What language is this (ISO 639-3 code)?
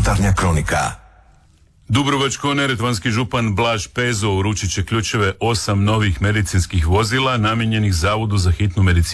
hrv